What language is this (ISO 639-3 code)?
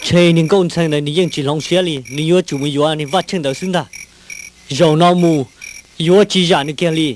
hmn